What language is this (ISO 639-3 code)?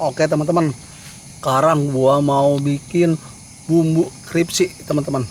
bew